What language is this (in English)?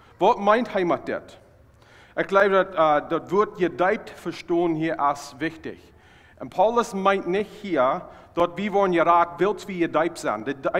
Plautdietsch